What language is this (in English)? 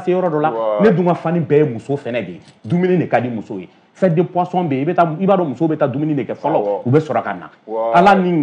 Bambara